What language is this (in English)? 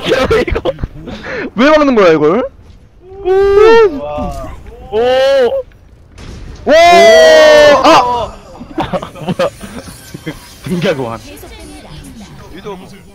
Korean